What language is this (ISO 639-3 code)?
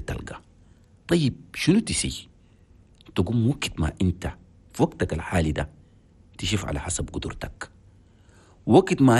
shu